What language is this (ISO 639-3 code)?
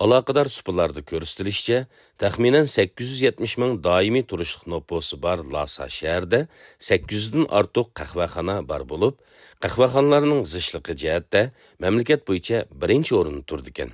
uig